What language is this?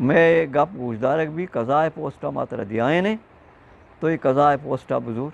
Eastern Balochi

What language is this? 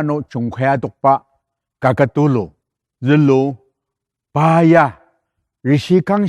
Ao Naga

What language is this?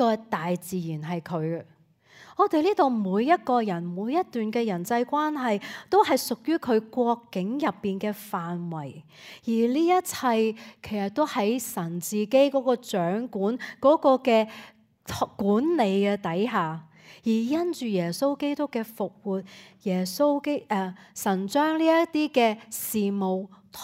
Cantonese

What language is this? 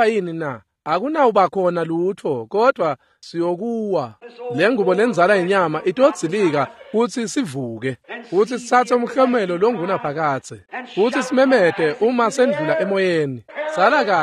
Swati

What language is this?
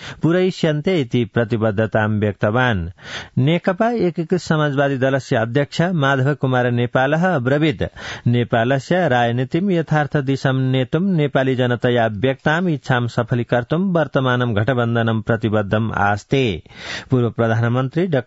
Sanskrit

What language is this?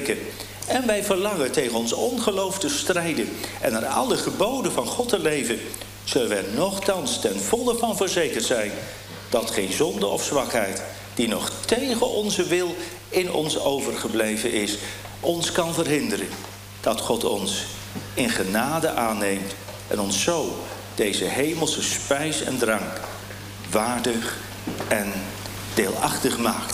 Dutch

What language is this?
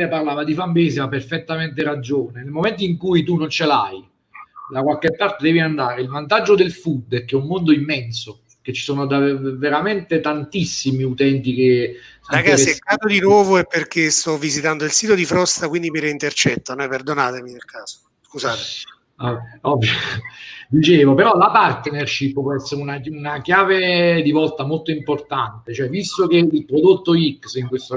Italian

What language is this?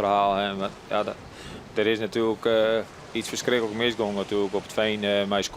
Western Frisian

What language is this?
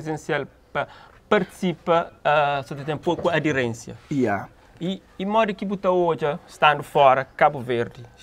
Kabuverdianu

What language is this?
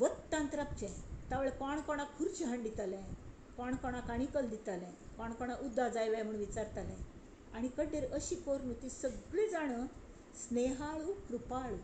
Konkani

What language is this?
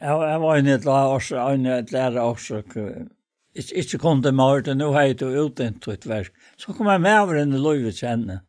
Faroese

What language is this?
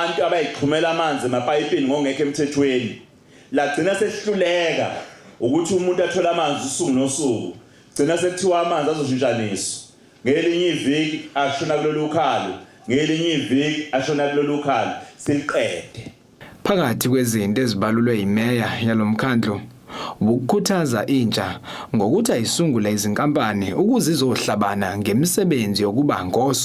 Zulu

